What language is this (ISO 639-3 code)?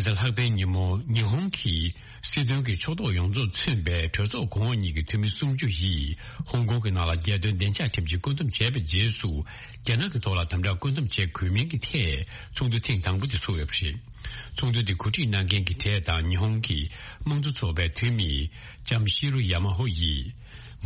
bod